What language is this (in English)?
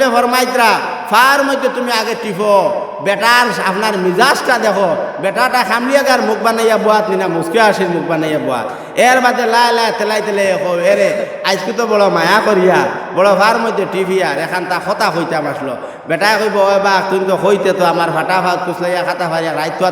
Sylheti